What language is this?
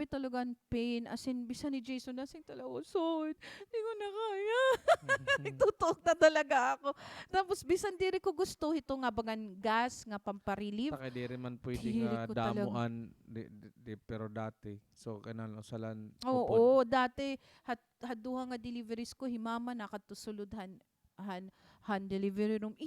Waray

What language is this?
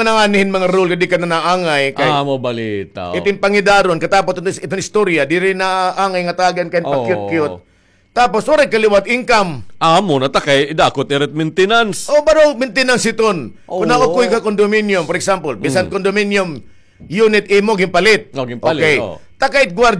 Waray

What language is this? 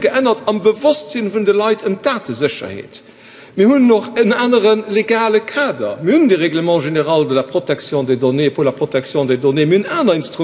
Luxembourgish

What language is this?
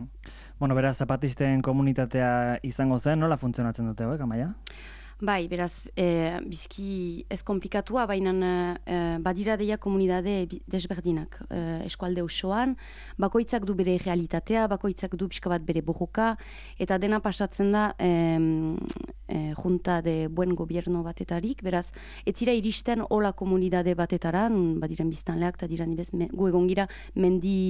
Basque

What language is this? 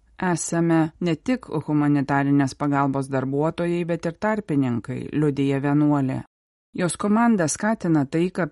Lithuanian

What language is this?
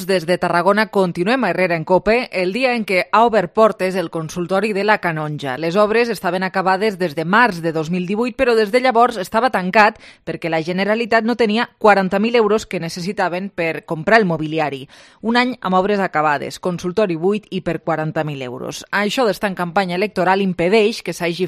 Catalan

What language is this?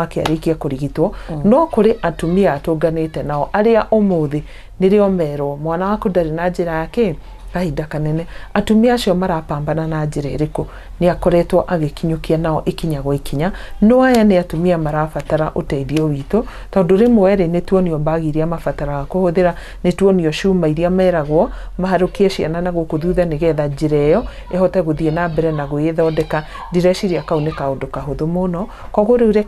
Kikuyu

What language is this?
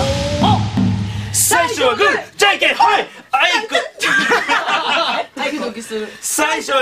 Japanese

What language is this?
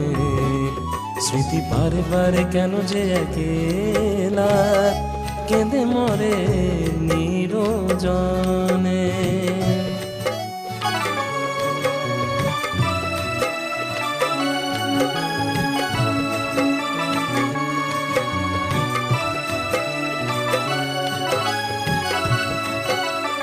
Bangla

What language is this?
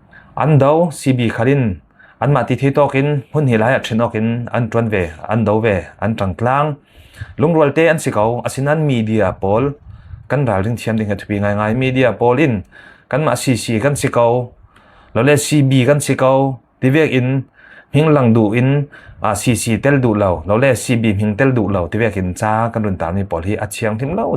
Falam Chin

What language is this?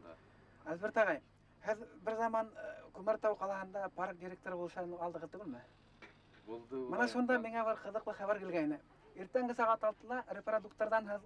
Bashkir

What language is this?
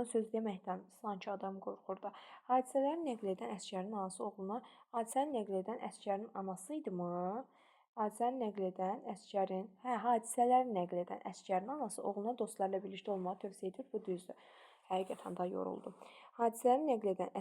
Azerbaijani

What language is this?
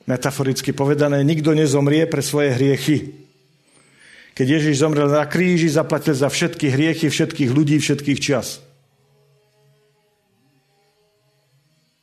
Slovak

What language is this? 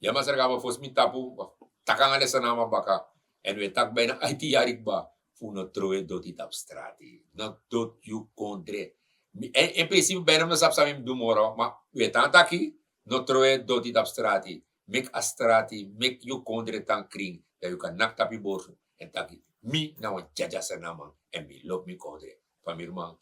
Sranan Tongo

